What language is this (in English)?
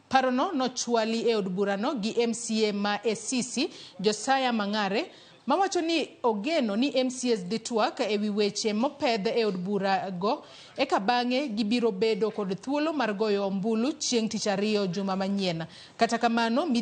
Luo (Kenya and Tanzania)